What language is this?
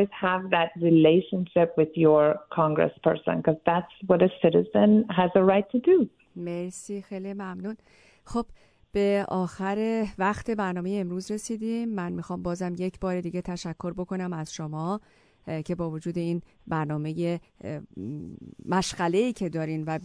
Persian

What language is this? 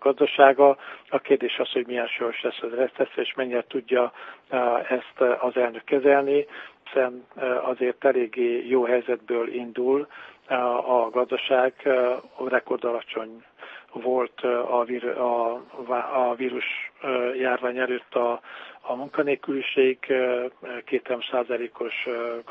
Hungarian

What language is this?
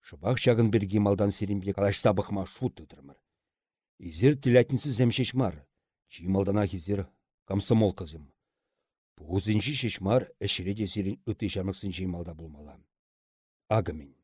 Chuvash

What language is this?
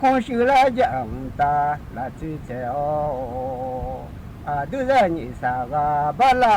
Akha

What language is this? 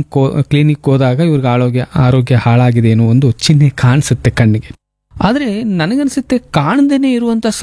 Kannada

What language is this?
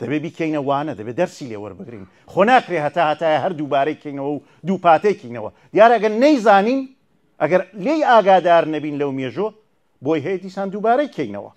Central Kurdish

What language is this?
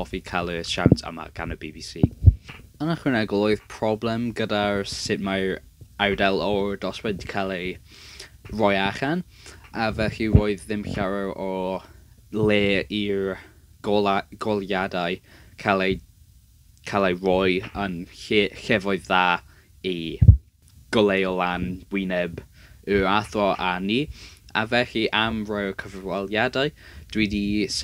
Welsh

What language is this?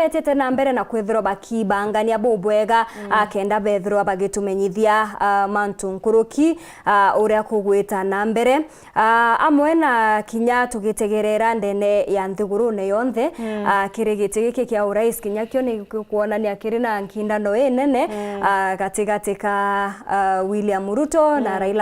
Meru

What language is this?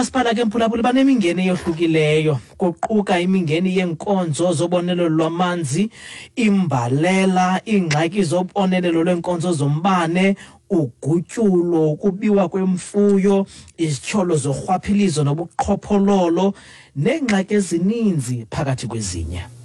Xhosa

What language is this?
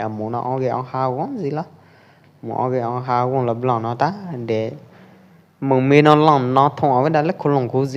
Pwo Eastern Karen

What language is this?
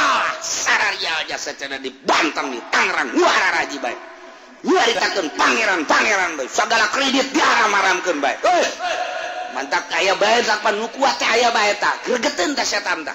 Sundanese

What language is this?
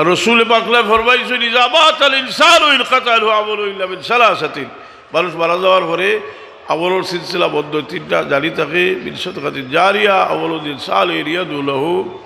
Sylheti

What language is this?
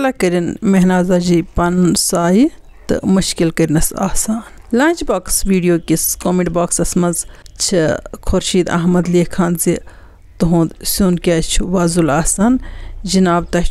Kashmiri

